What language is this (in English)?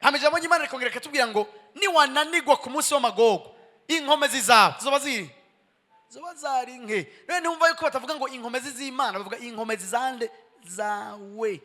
Rundi